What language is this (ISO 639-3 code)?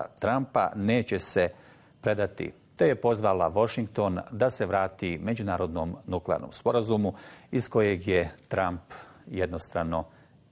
bos